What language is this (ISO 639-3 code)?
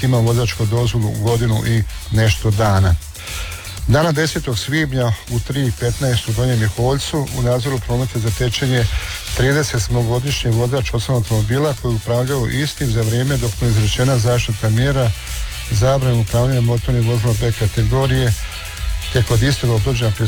hrv